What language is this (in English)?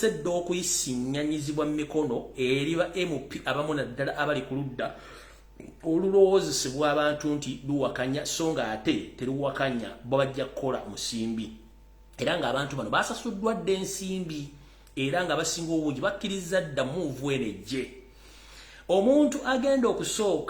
Ganda